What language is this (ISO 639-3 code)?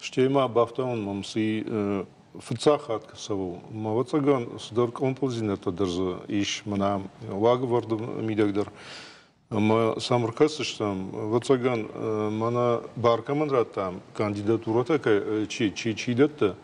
oss